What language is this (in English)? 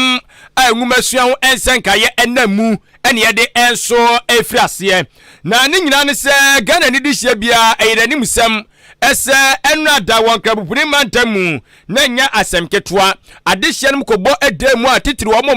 Akan